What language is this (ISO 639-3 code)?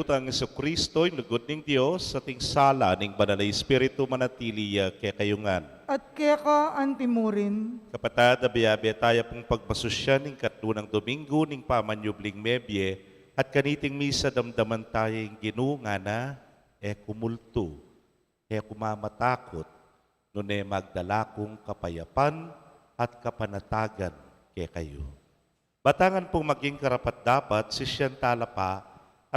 pam